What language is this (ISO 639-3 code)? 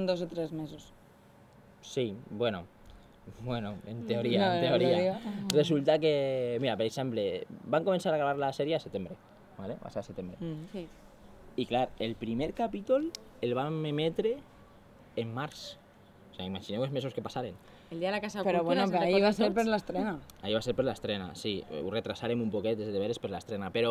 cat